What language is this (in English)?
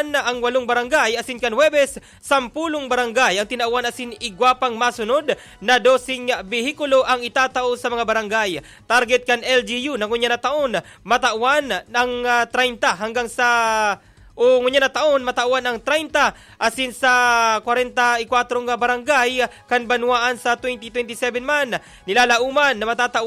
Bikol